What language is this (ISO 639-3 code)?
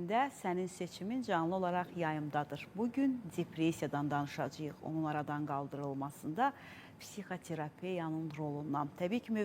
aze